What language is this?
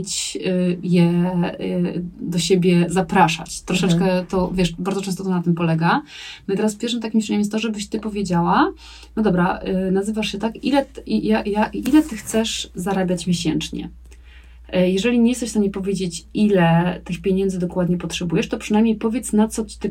Polish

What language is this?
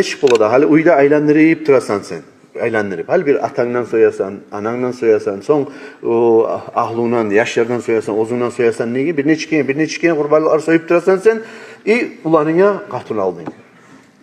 Kumyk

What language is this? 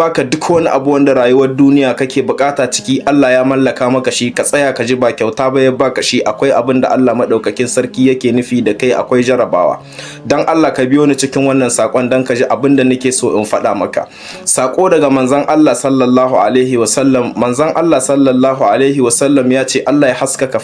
Hausa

